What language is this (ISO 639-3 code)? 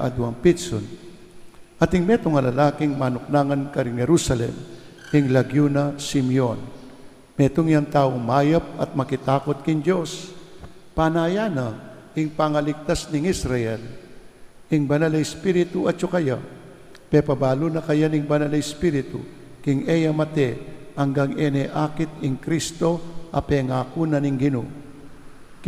pam